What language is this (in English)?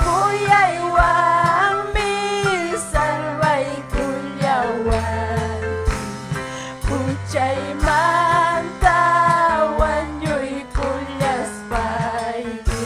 Ayacucho Quechua